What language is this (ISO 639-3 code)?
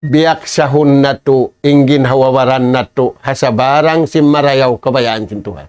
tsg